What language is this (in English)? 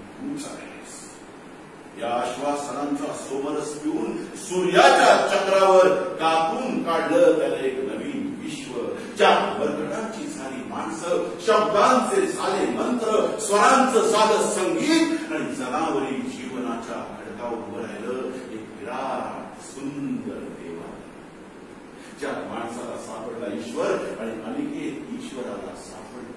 Marathi